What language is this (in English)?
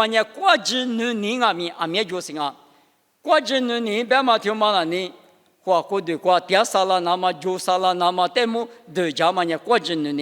Lisu